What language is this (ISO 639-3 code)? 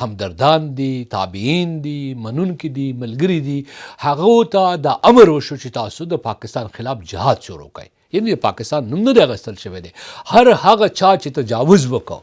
pus